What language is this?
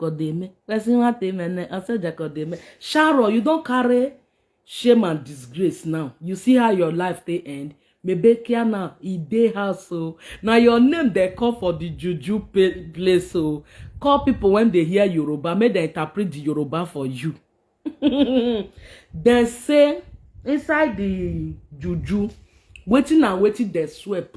Nigerian Pidgin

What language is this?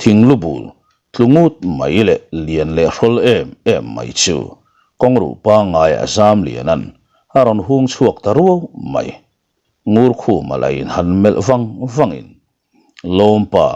Mizo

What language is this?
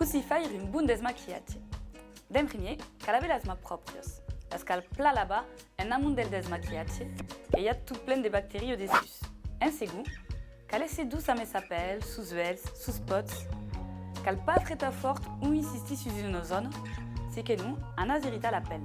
Occitan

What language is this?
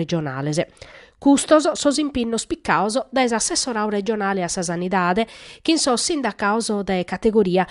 Sardinian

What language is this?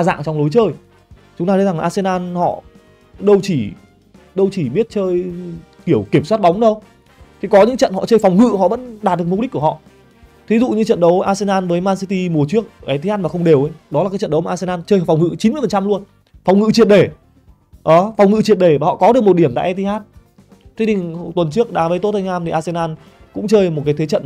Vietnamese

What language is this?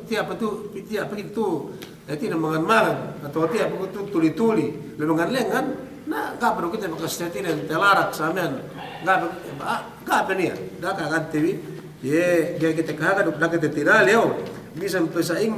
Yakan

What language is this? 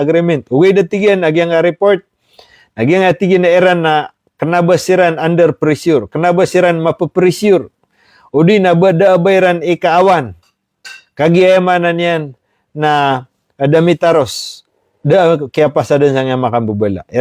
Maranao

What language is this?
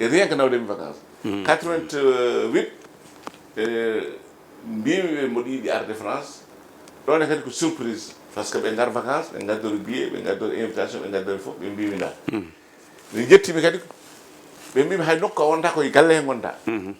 Fula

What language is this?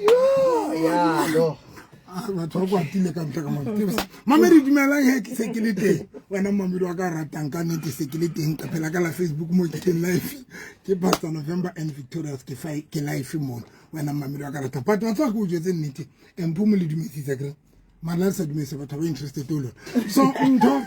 Southern Sotho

